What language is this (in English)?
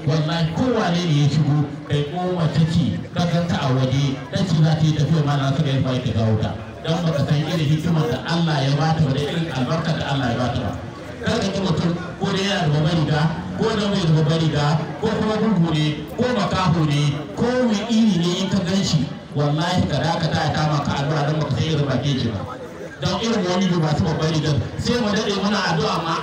Hausa